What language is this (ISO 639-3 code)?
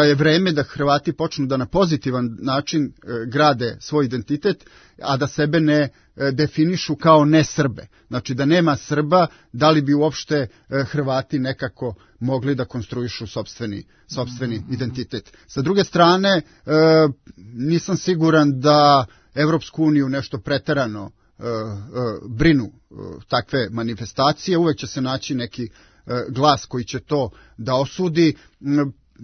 srp